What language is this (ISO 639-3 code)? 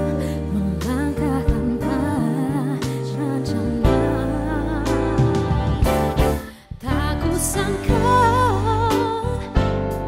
ind